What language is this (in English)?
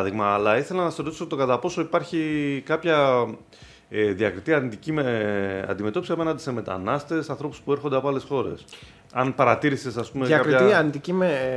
Greek